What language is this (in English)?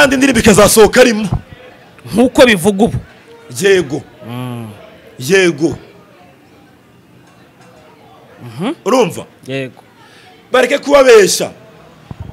Kinyarwanda